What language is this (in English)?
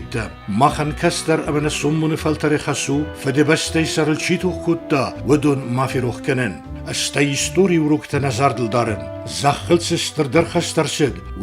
Ossetic